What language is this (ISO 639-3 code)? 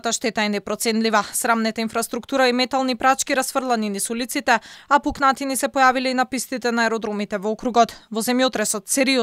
mkd